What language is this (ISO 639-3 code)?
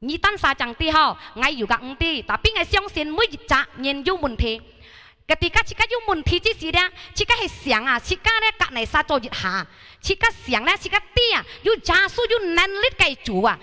hak